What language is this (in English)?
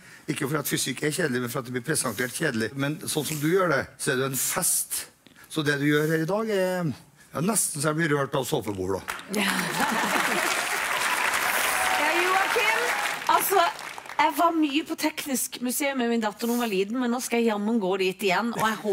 Norwegian